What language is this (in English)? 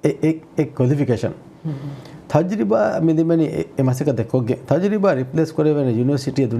Divehi